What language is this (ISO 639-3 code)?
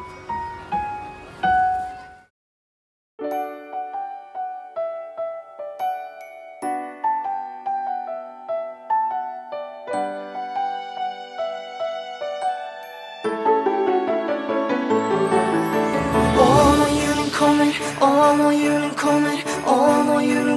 nor